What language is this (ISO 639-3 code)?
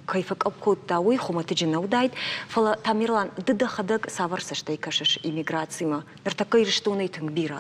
oss